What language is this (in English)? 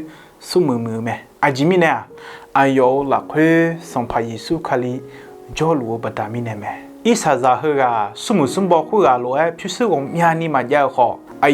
Akha